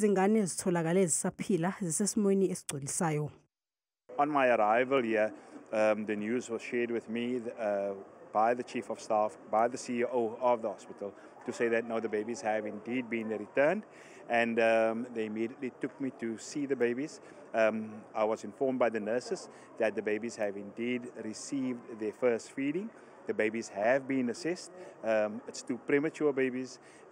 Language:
Zulu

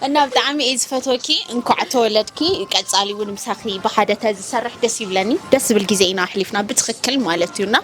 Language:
Tigrinya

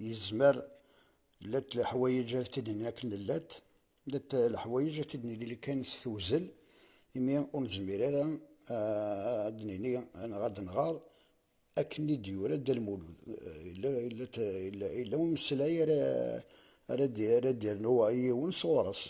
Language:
Kabyle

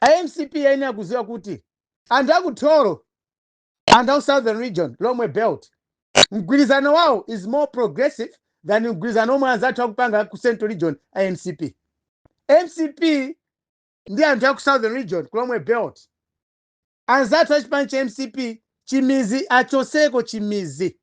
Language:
Nyanja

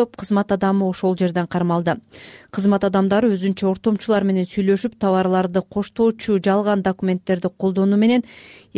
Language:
Kyrgyz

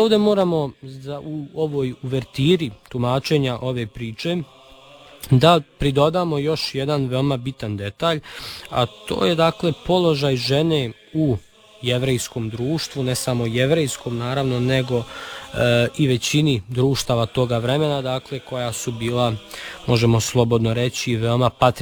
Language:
Serbian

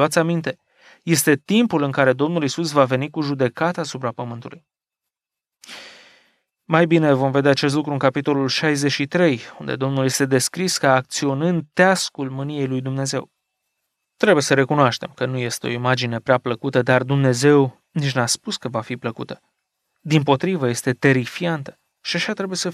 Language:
Romanian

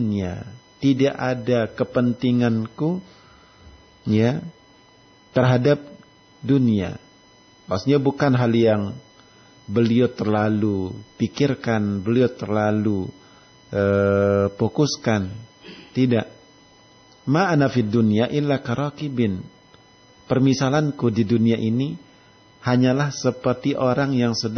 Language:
Indonesian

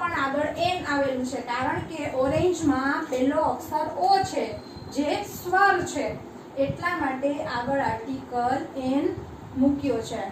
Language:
Gujarati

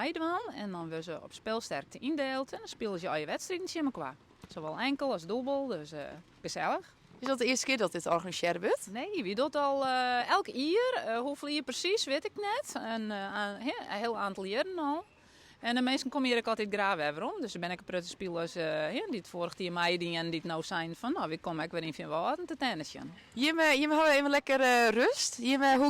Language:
Western Frisian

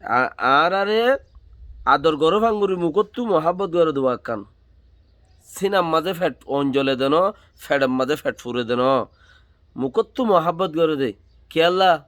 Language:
Rohingya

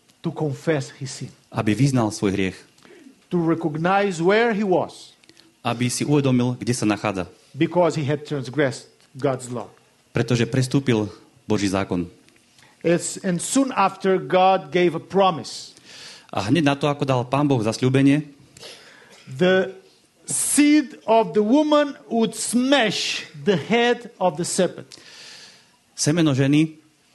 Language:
Slovak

